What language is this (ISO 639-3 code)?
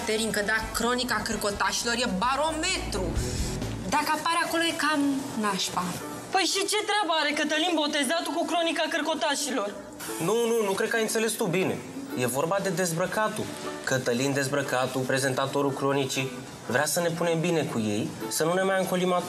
ron